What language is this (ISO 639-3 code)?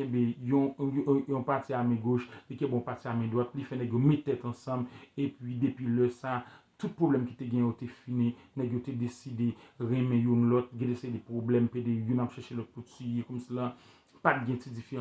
hat